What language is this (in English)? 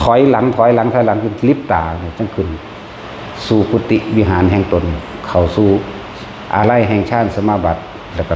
Northeastern Thai